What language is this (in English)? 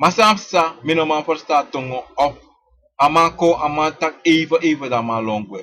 Sranan Tongo